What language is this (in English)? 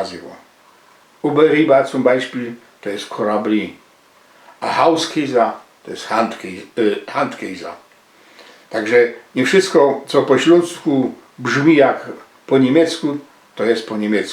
Silesian